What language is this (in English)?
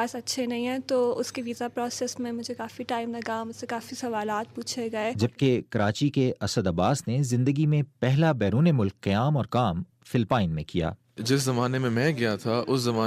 Urdu